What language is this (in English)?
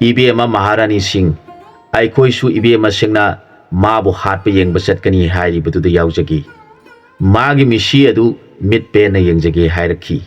Manipuri